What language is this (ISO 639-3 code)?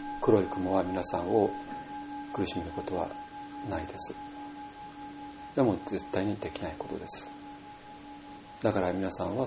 jpn